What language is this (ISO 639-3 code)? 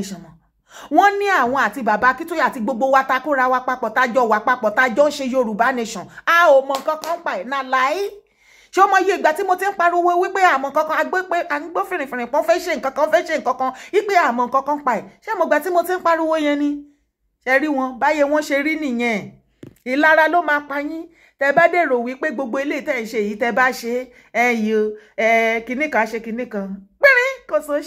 yor